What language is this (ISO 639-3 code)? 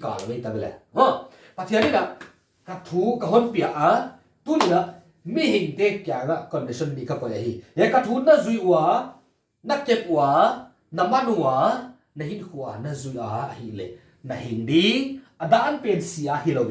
pck